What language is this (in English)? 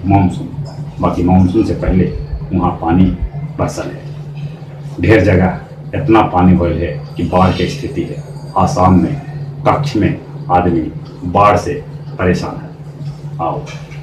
Magahi